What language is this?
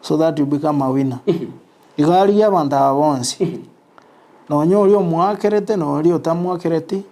Gusii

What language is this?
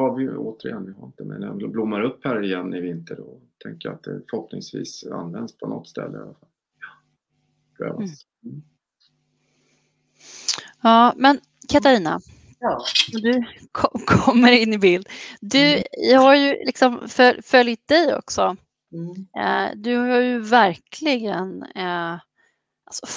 Swedish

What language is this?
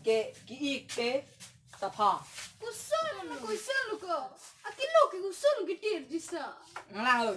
Karbi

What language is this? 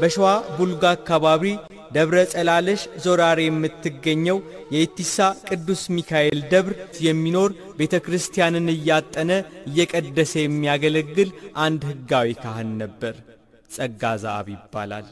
Amharic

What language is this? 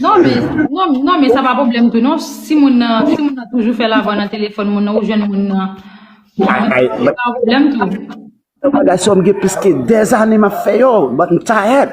Haitian Creole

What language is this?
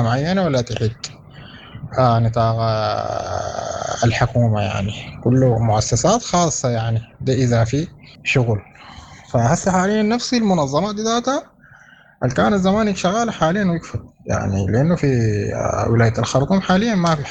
Sudanese Arabic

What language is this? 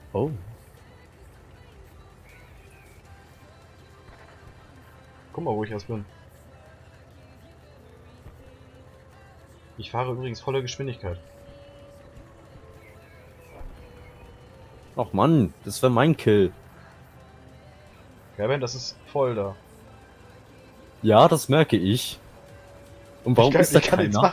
German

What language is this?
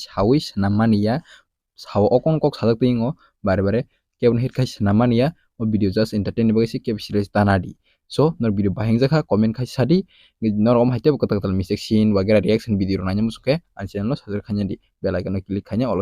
Kok Borok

